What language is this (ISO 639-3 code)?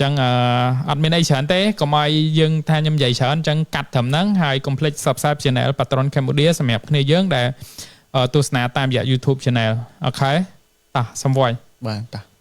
khm